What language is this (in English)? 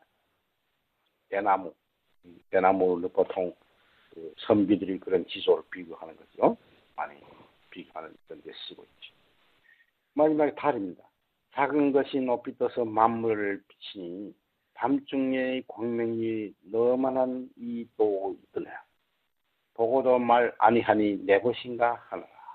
Korean